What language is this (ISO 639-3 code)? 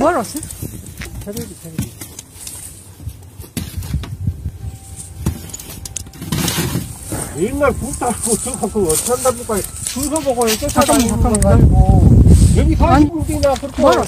kor